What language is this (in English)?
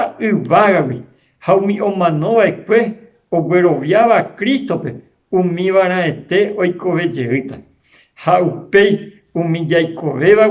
Guarani